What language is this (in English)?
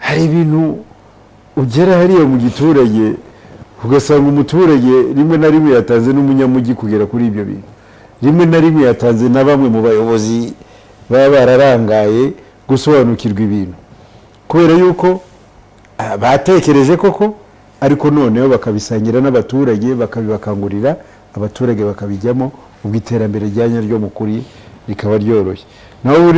Kinyarwanda